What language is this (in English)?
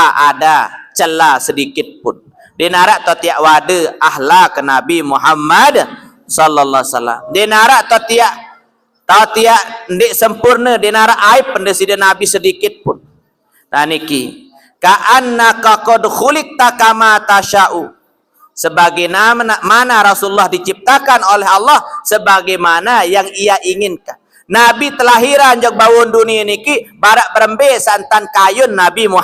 Sasak